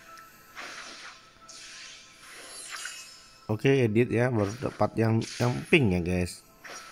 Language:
Indonesian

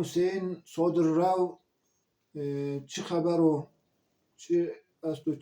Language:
Zaza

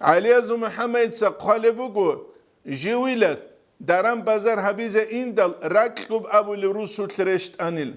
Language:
Avaric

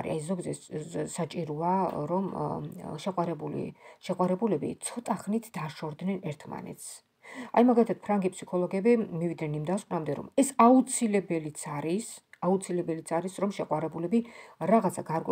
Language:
Georgian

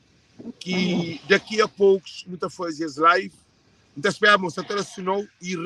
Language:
Kabuverdianu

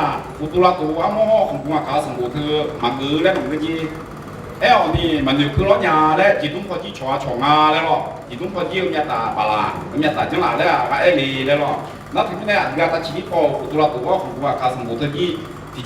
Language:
Akha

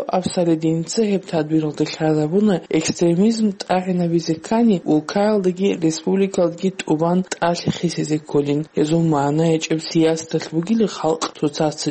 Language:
Avaric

